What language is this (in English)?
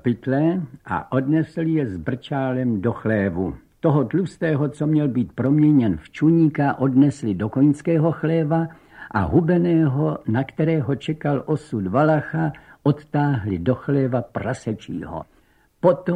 Czech